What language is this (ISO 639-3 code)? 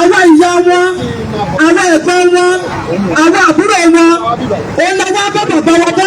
yor